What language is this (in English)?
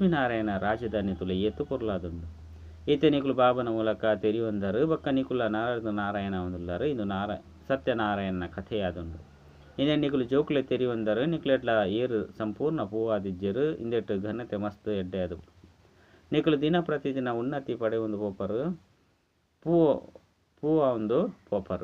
Tulu